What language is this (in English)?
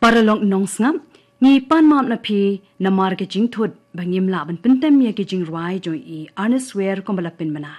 Khasi